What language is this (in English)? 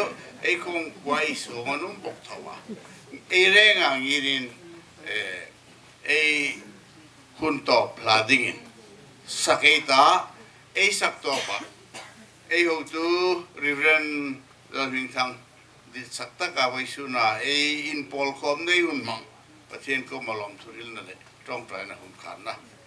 Hmar